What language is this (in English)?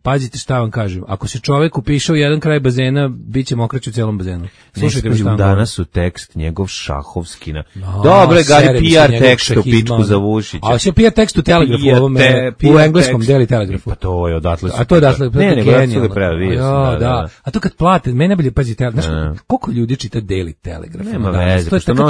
Serbian